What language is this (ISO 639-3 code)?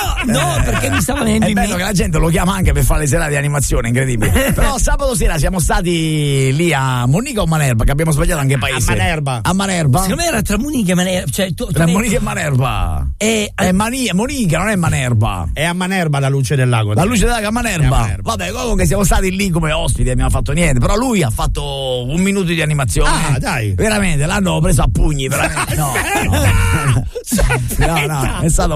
ita